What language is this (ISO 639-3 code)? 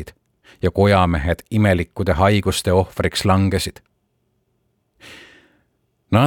est